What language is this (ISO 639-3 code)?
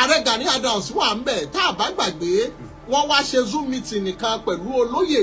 yor